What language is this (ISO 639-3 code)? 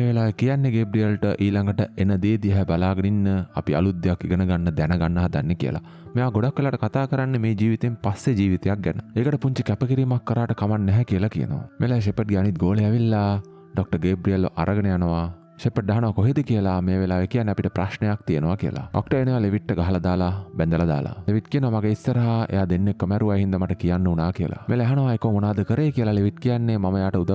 sin